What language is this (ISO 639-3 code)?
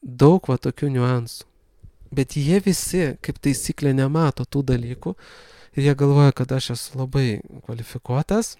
lit